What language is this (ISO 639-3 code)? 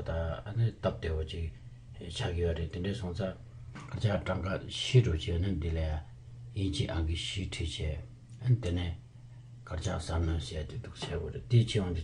bod